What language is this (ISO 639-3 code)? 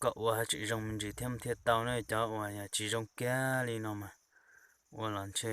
hmn